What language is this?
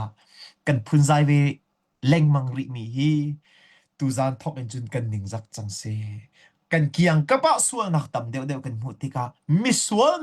Hakha Chin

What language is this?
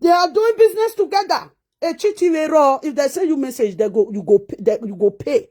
Nigerian Pidgin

